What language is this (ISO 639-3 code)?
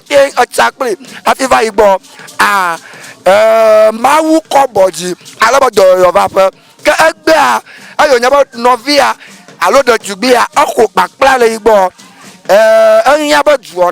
ewe